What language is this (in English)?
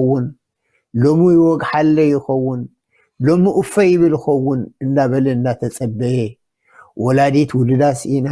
Tigrinya